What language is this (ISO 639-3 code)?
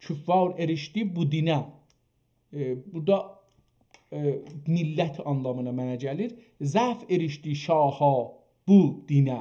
azb